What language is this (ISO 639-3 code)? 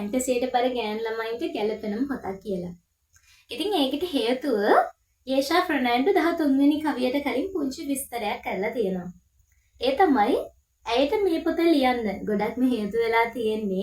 sin